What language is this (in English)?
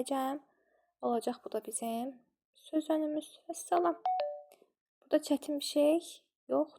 Azerbaijani